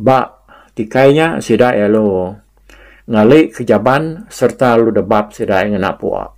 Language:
Iban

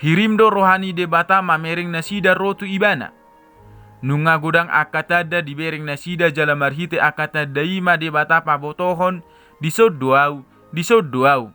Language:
Batak Toba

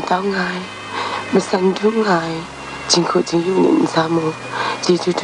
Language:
Kachin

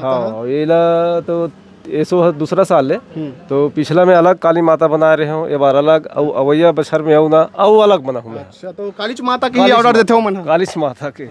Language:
Chhattisgarhi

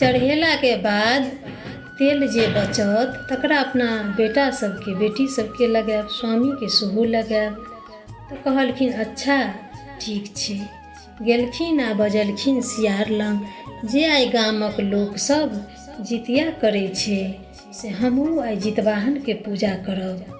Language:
Maithili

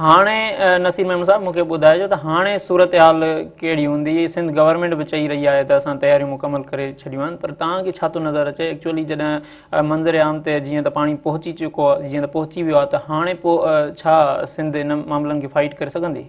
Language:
Sindhi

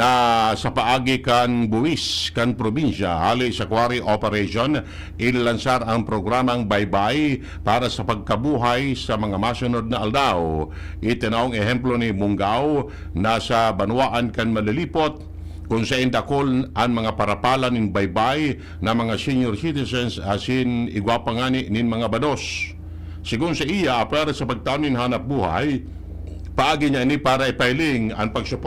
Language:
Bikol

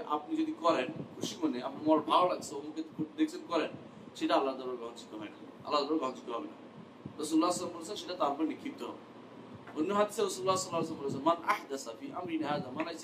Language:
Bangla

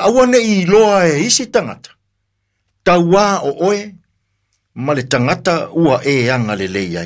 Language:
Samoan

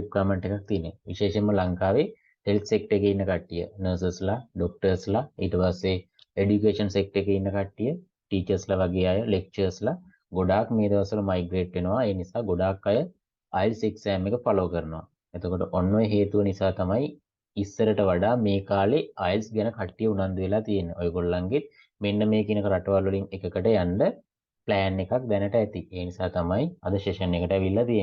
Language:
Sinhala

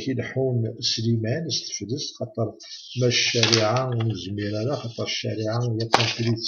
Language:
Kabyle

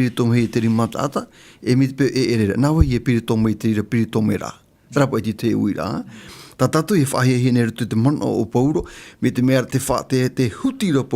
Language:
Tahitian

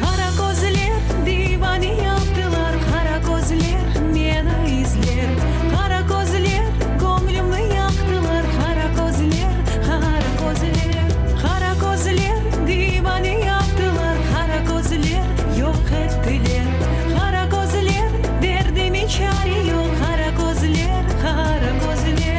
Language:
Crimean Tatar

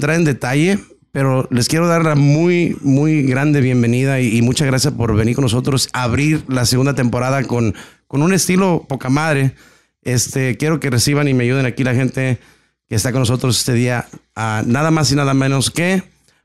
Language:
Spanish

